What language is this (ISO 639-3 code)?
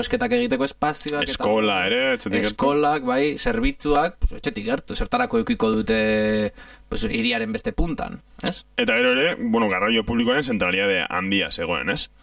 eus